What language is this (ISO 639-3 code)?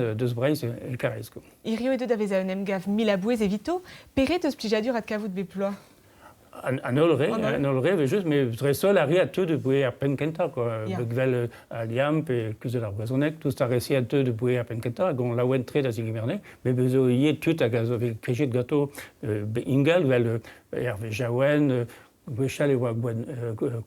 bre